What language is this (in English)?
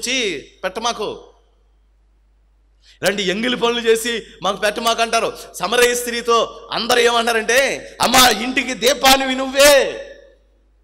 Telugu